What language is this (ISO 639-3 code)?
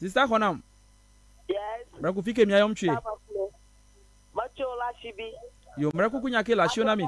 ewe